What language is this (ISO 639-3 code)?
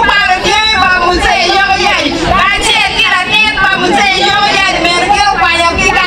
ach